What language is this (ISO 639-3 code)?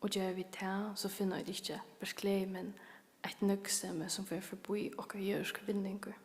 fao